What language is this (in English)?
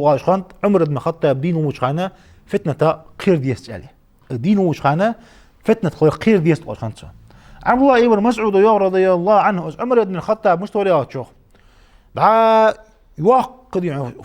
Ingush